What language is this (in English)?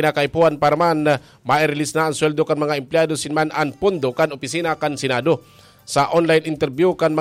Bikol